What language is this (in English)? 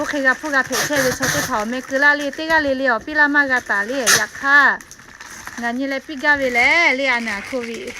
Lahu